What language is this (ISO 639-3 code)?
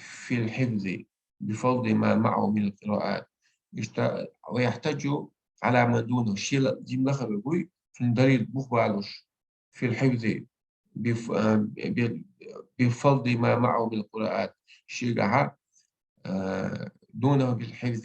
che